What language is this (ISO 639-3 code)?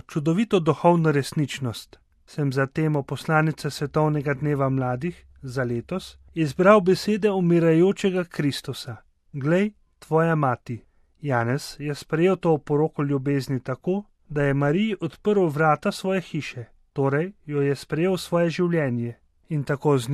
slv